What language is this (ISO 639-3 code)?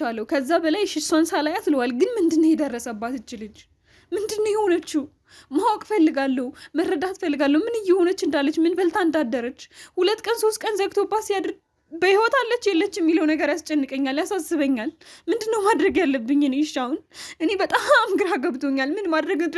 amh